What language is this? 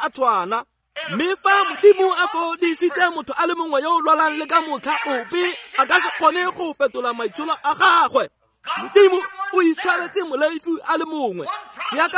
Tswana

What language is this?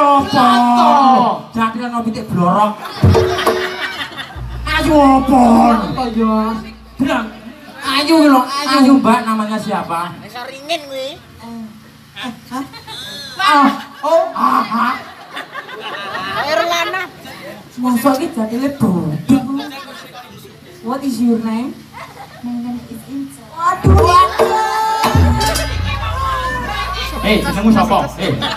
Javanese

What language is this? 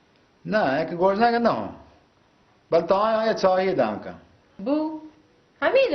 Baluchi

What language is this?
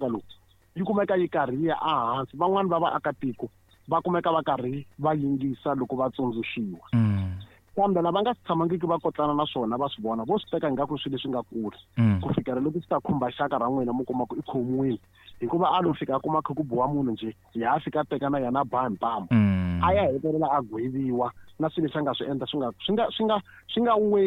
Tsonga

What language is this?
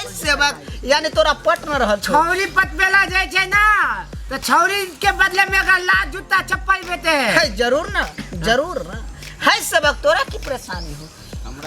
Maithili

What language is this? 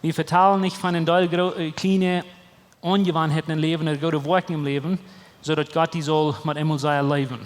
Plautdietsch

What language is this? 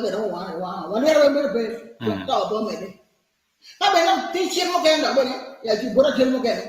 Acoli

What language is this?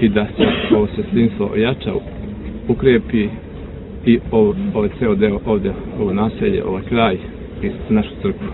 Serbian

